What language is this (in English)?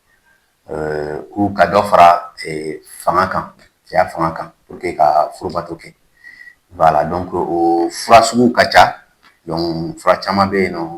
Bambara